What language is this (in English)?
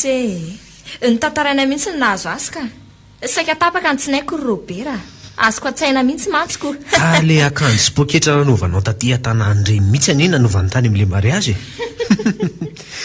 Malagasy